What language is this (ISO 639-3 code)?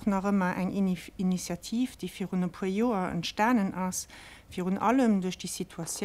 ltz